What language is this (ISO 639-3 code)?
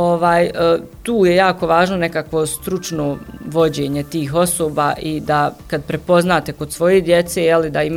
bos